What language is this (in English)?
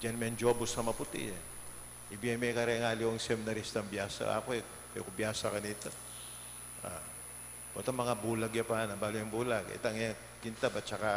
Pampanga